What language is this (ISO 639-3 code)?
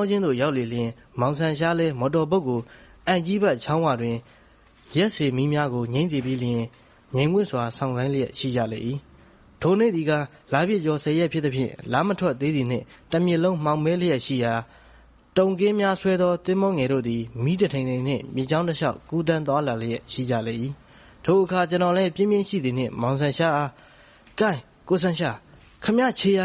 mya